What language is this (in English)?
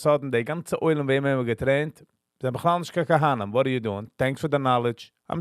Yiddish